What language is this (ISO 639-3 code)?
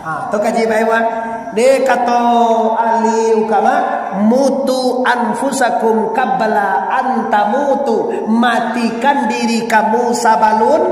min